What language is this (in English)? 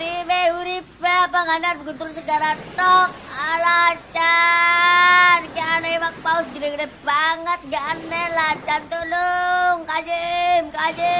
Javanese